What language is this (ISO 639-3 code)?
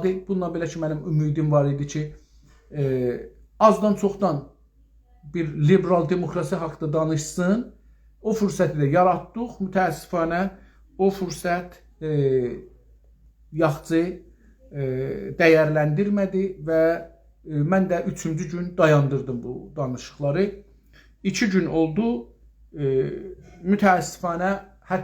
azb